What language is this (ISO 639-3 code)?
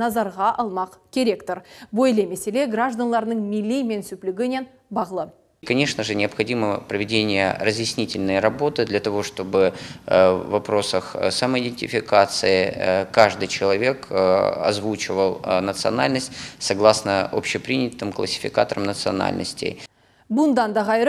crh